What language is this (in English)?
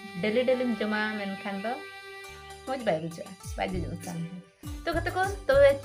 Santali